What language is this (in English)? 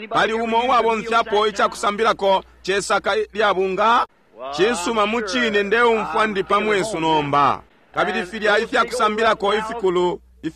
Bemba